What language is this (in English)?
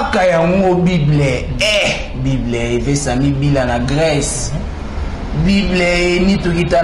Lingala